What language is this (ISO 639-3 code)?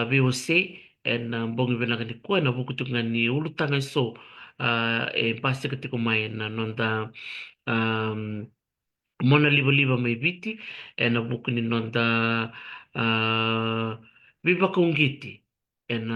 fij